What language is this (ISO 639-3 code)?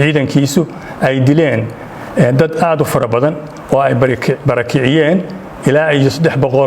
som